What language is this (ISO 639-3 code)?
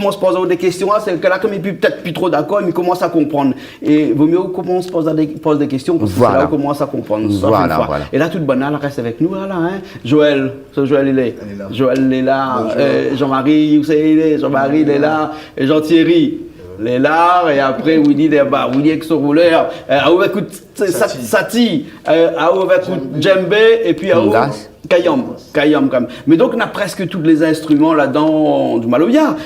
rcf